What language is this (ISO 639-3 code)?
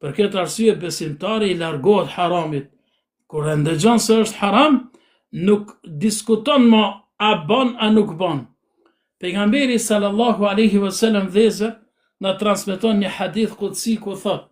sqi